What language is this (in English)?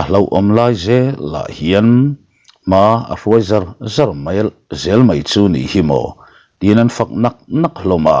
Mizo